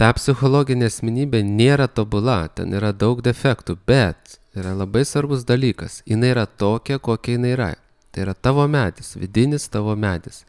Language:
Lithuanian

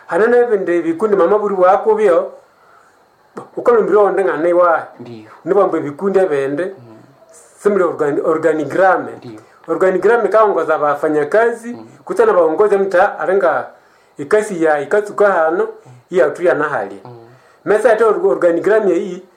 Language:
Swahili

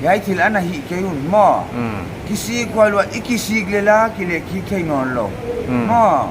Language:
Paite Chin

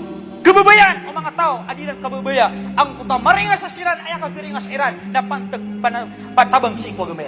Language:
Maranao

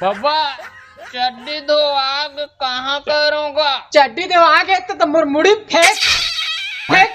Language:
Chhattisgarhi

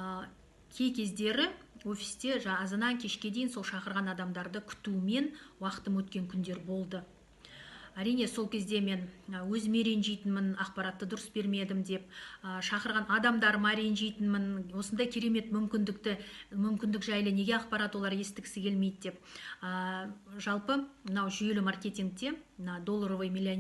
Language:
Kazakh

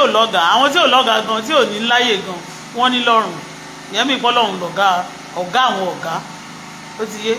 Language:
Yoruba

